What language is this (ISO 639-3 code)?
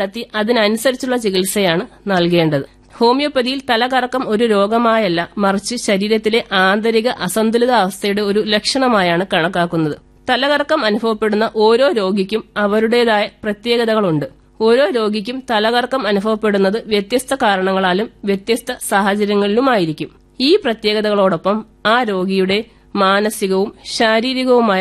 mal